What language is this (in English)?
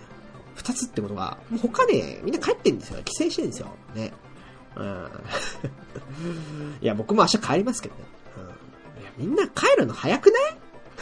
Japanese